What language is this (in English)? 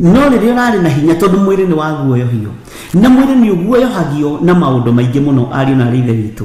Kikuyu